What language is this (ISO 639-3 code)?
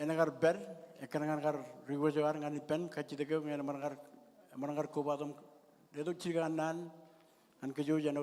mah